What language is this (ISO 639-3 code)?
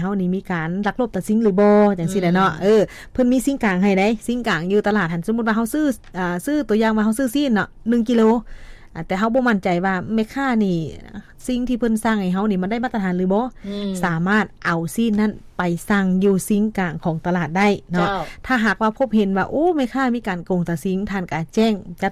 lao